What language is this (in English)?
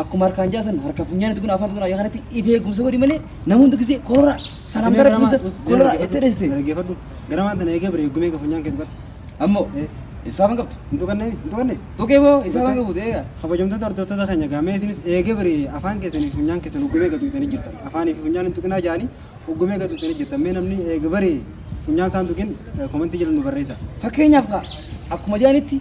Oromo